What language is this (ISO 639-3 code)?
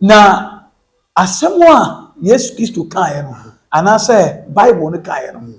aka